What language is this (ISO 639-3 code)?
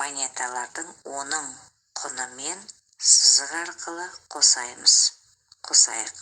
kaz